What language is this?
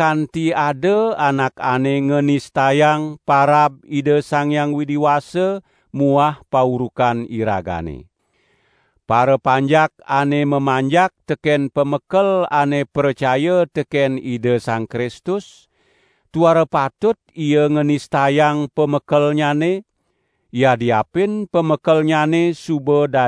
Balinese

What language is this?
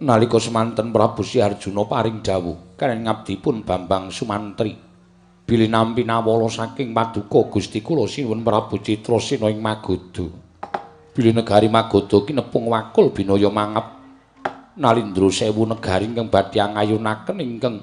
Javanese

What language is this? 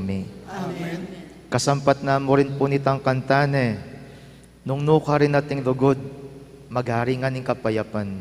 Pampanga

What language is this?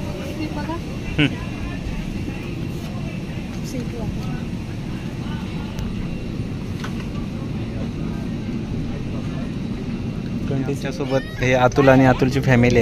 Marathi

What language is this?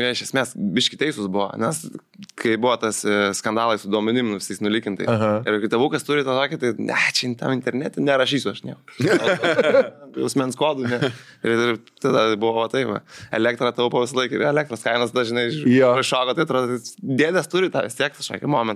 Lithuanian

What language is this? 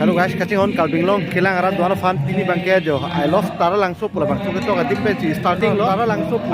Karbi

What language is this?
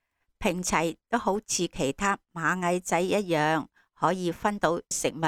Cantonese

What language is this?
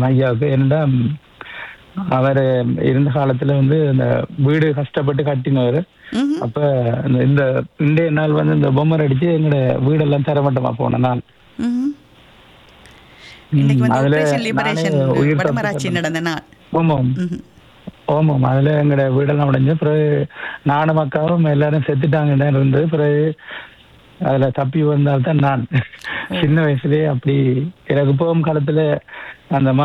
Tamil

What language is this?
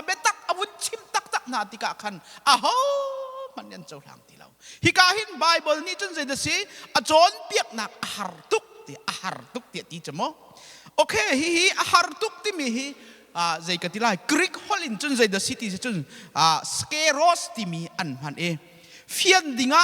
Hakha Chin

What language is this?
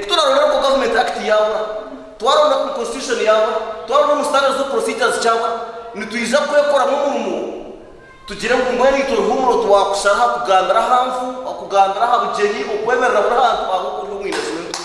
Nyankole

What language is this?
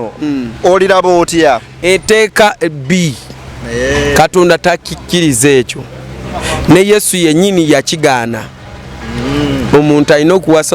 Ganda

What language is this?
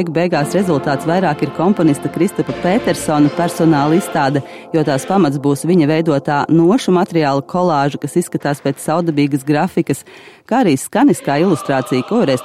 Latvian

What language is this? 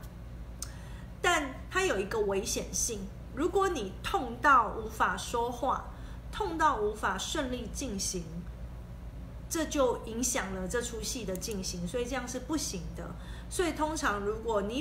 Chinese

